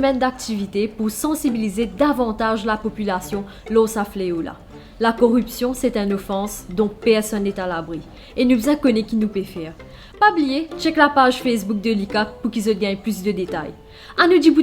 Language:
Morisyen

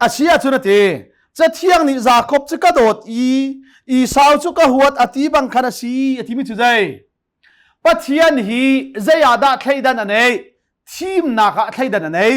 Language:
Hakha Chin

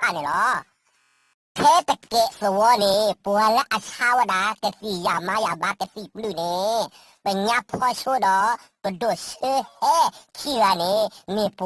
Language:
S'gaw Karen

